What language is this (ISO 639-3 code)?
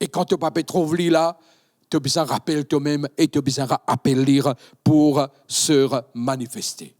mfe